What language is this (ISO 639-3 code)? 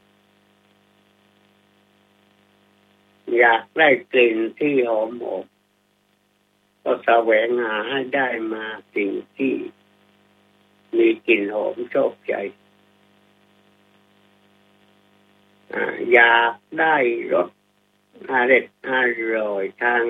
tha